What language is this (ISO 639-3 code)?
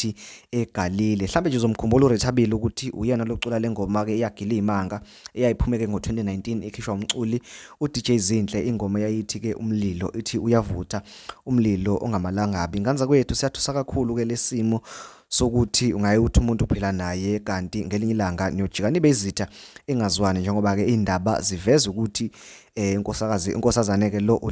zul